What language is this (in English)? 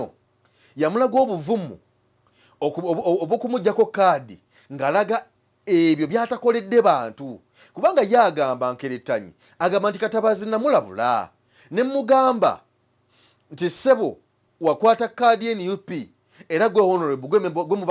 Ganda